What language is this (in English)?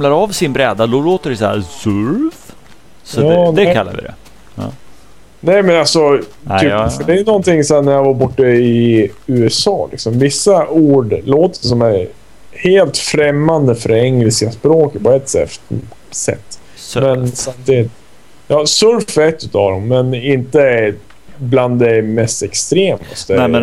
Swedish